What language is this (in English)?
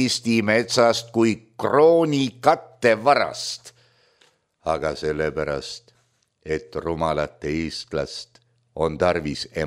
Estonian